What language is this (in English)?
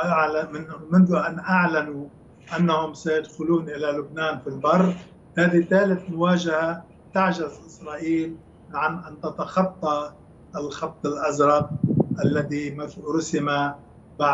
Arabic